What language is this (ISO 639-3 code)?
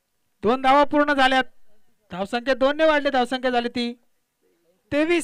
mar